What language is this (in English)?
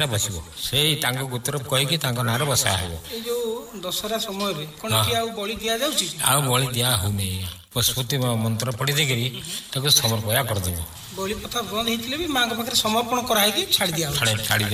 Odia